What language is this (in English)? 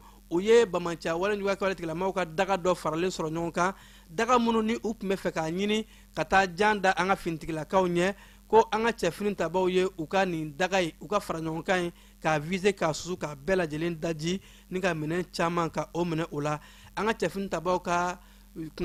Bambara